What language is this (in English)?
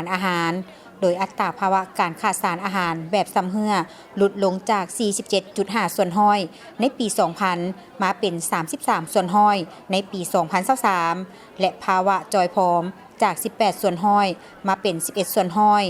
Lao